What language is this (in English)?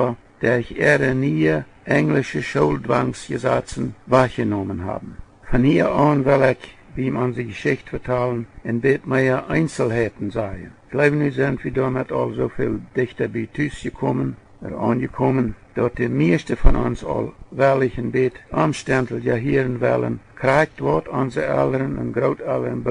Plautdietsch